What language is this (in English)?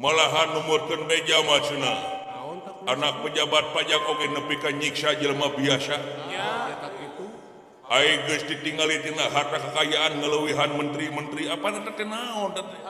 Sundanese